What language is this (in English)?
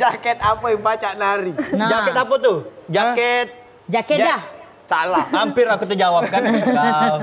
Musi